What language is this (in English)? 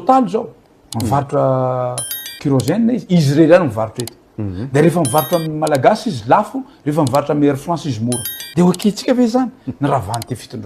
Malagasy